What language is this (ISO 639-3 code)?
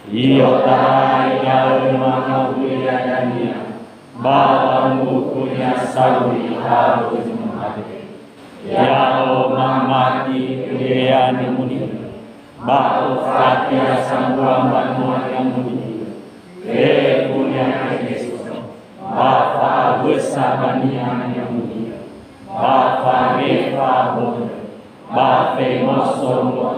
nia